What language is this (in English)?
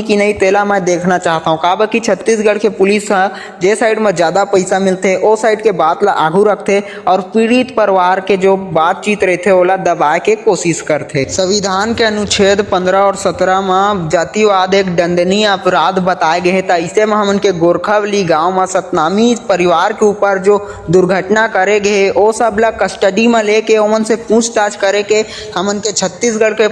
Chhattisgarhi